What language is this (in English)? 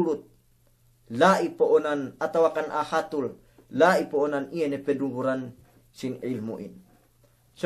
Yakan